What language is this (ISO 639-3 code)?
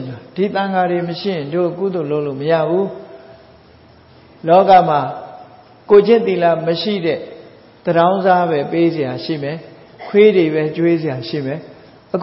mya